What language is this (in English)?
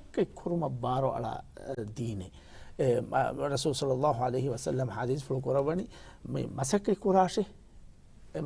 Divehi